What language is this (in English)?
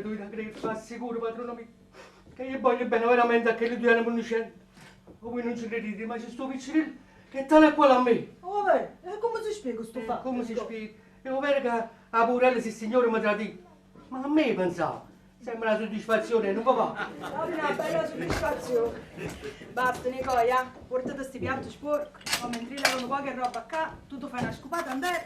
Neapolitan